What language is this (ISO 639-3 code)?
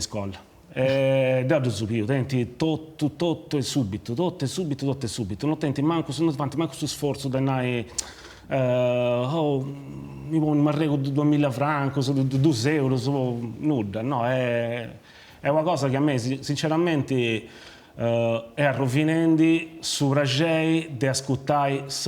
srd